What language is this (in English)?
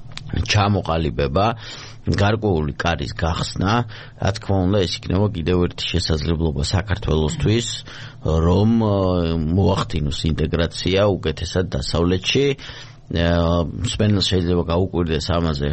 Georgian